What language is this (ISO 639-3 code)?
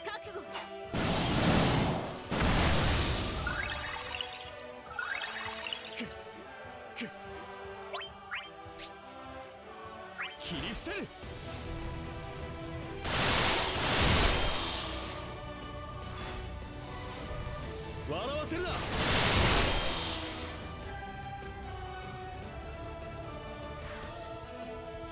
jpn